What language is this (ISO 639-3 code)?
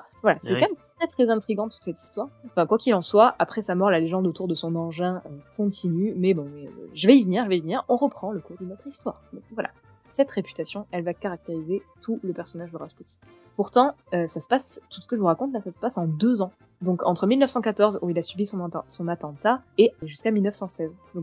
fra